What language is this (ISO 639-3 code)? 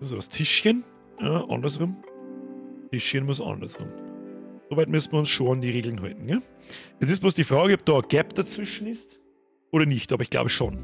bar